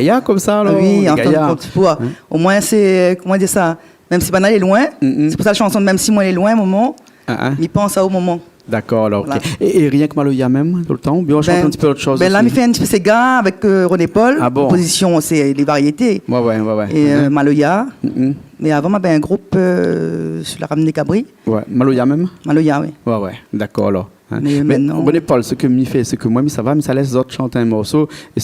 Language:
Réunion Creole French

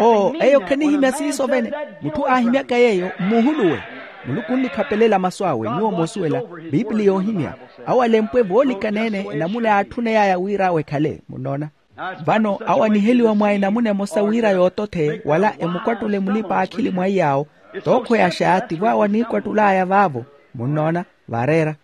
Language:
Makhuwa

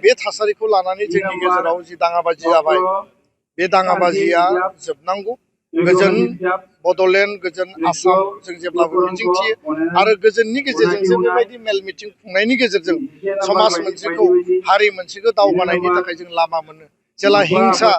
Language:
Bodo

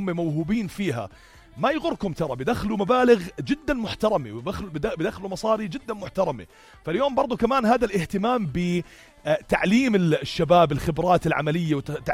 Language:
North Levantine Arabic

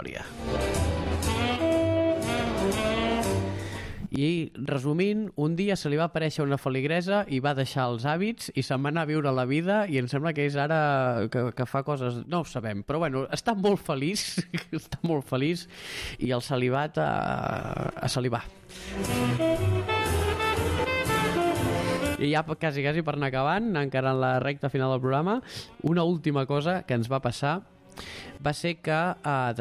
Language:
Catalan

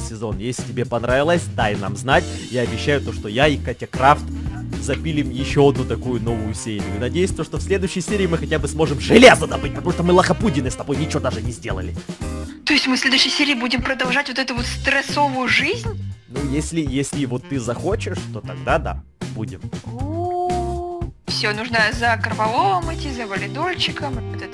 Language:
Russian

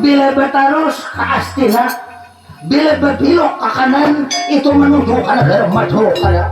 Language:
Banjar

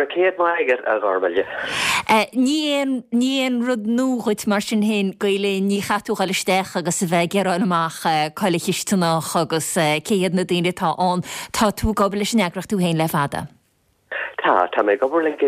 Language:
Irish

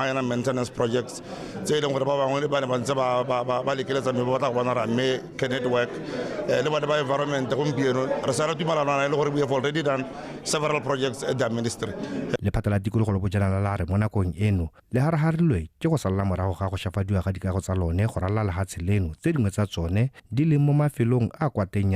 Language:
Tswana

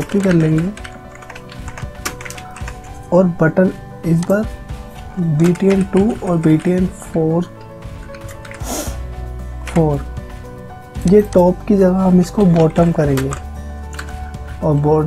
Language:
Hindi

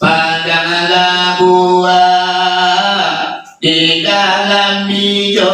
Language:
Minangkabau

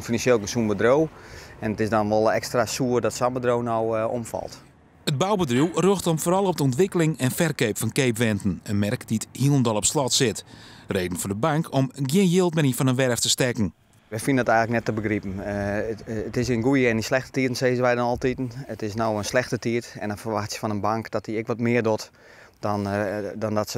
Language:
Western Frisian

